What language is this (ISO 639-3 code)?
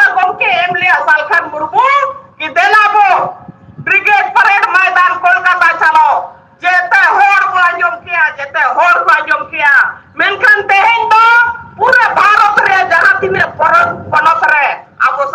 sat